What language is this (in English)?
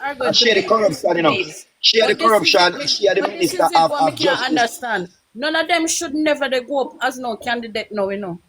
Jamaican Creole English